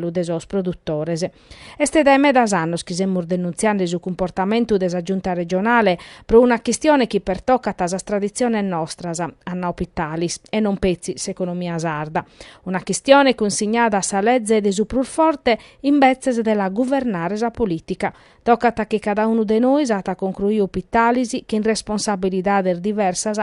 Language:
Sardinian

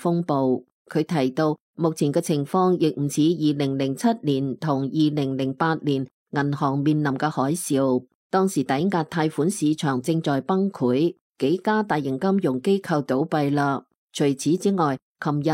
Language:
Cantonese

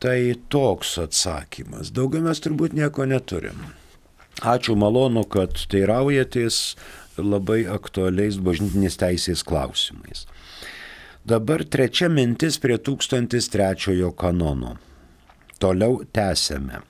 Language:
Lithuanian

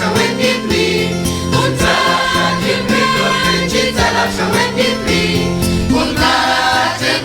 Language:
Mam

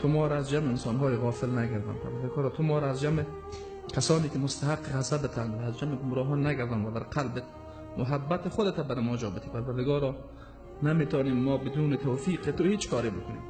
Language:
Tajik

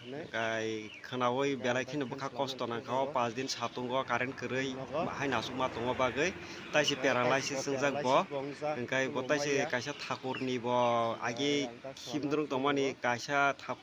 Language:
Kok Borok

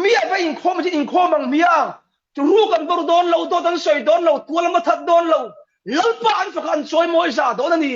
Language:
Mizo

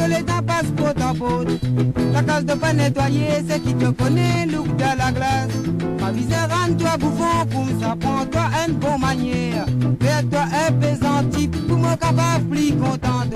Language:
Morisyen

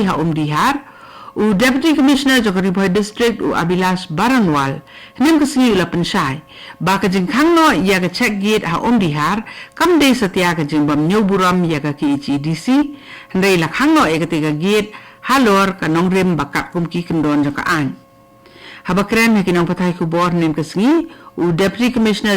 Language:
Khasi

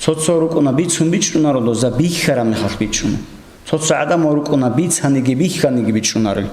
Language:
Avaric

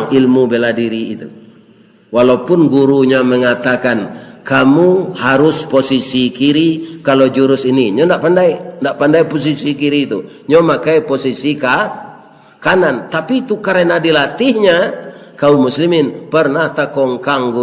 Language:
Minangkabau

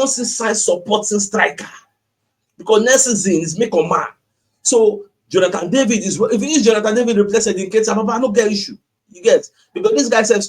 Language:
Nigerian Pidgin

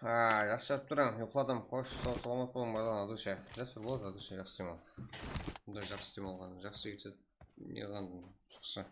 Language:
Kara-Kalpak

